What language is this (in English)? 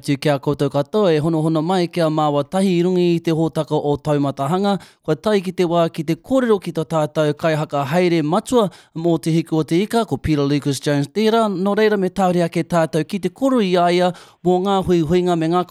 Māori